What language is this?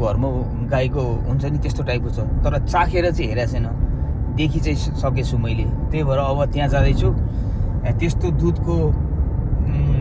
Nepali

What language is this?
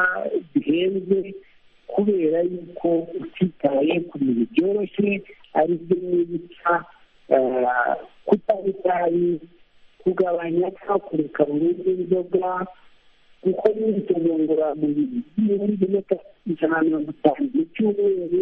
Kinyarwanda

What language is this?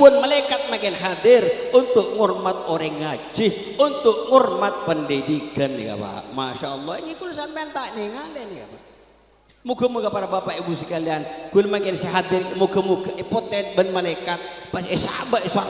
Madurese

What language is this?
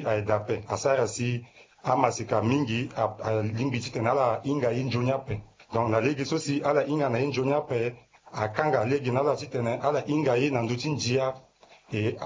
Sango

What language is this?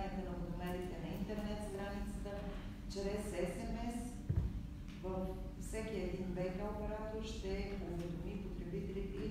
Bulgarian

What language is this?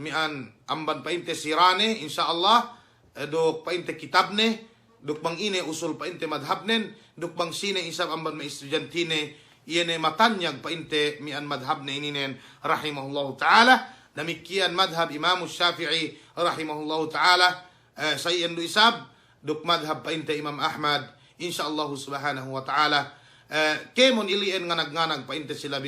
Yakan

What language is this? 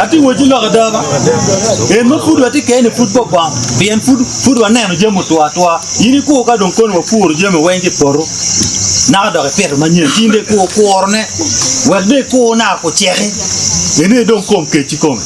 Acoli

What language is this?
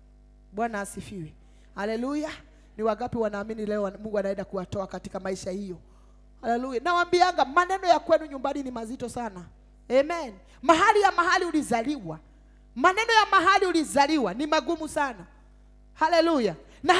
Swahili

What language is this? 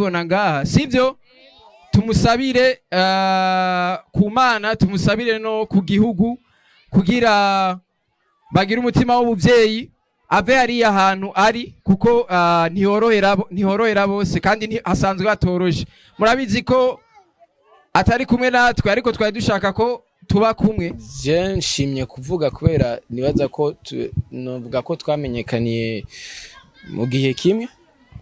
Rundi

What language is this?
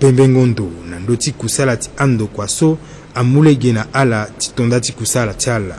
Sango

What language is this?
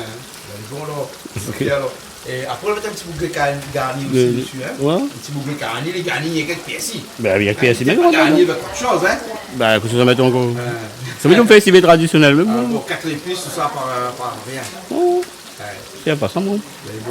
Réunion Creole French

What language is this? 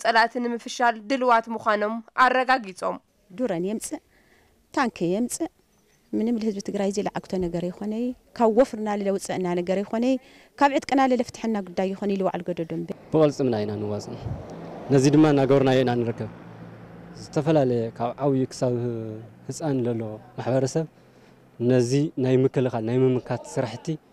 Tigrinya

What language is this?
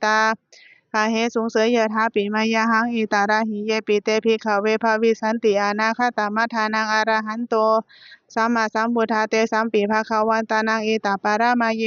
Pali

